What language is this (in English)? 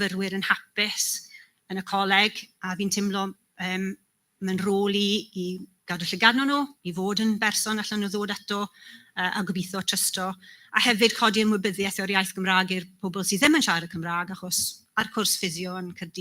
Welsh